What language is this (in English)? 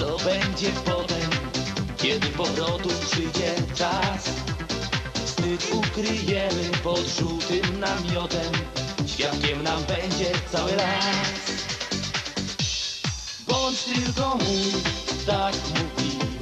Polish